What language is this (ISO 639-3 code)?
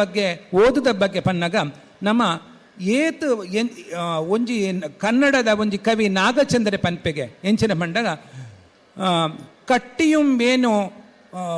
tcy